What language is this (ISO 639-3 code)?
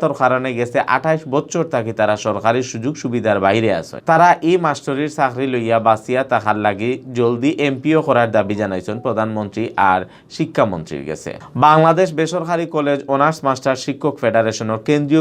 syl